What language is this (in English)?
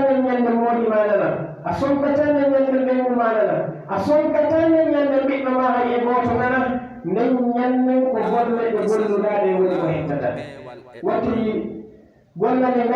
Pular